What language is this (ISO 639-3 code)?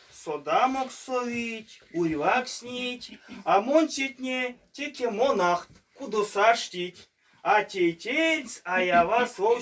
myv